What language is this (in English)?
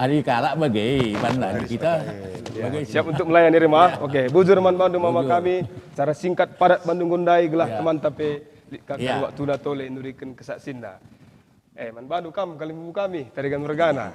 Batak Karo